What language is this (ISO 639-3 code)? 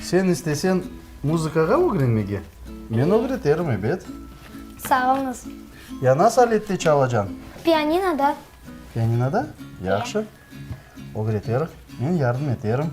crh